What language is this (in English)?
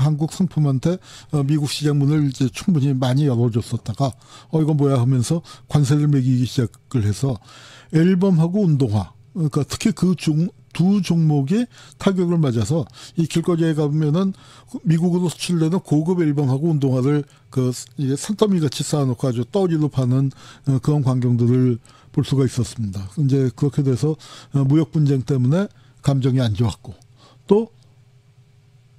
Korean